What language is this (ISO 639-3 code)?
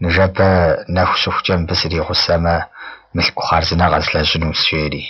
kbd